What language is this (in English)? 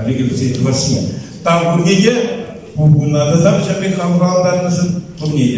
Chuvash